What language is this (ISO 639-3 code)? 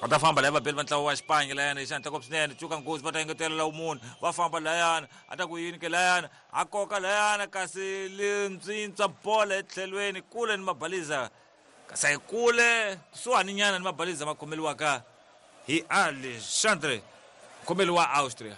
tso